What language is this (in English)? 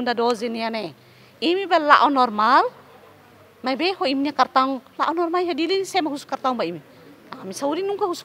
Tetum